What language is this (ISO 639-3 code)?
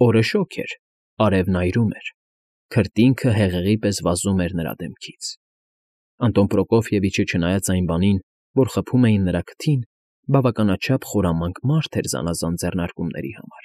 hye